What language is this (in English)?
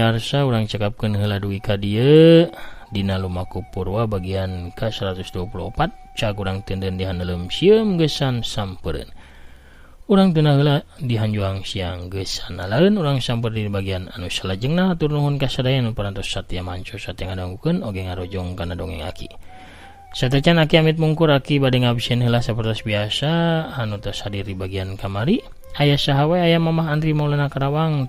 Sundanese